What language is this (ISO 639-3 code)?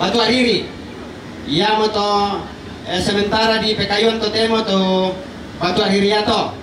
sda